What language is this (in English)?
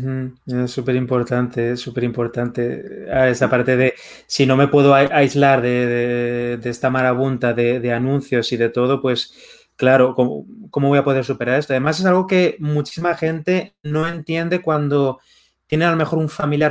Spanish